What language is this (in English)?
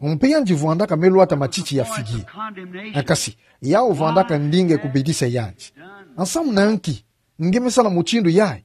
Kituba (Democratic Republic of Congo)